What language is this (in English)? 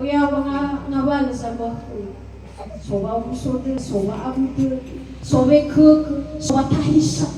Nias